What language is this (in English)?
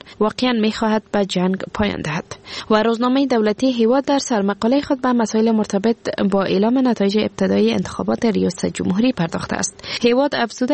Persian